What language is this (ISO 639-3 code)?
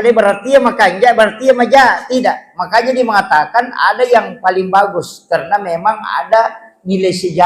bug